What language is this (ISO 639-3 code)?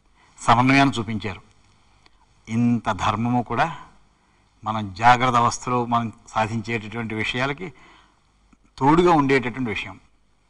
tel